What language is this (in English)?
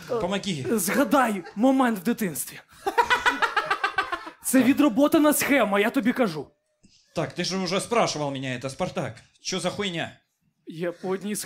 Ukrainian